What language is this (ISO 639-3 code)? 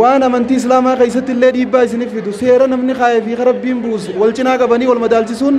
orm